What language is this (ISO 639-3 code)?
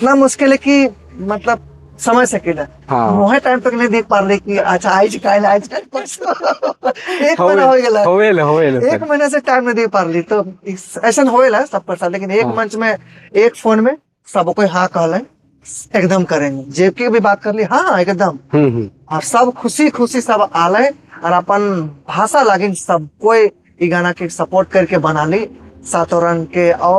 sck